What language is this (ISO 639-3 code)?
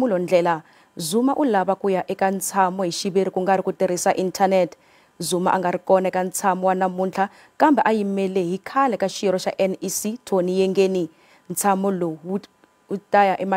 tso